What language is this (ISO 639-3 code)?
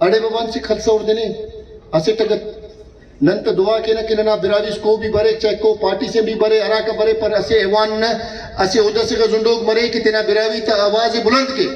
brh